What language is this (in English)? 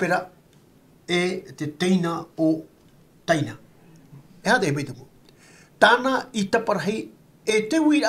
Tahitian